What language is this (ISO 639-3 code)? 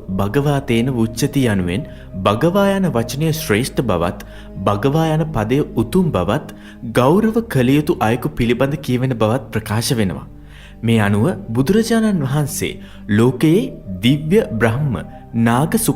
sin